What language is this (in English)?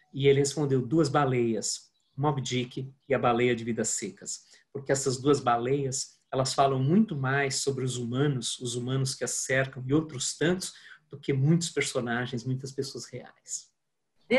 Portuguese